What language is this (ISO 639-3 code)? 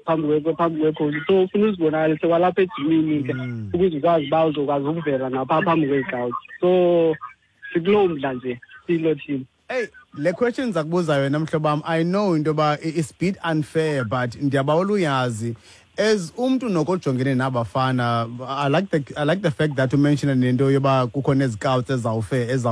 xho